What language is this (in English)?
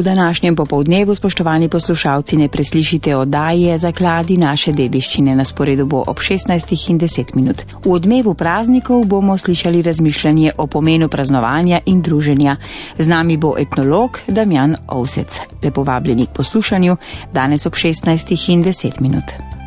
Slovenian